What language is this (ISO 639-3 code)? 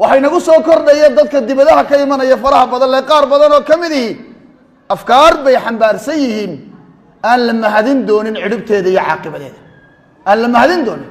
som